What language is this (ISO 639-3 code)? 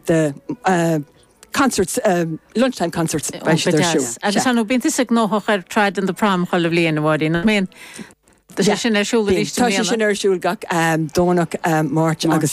gle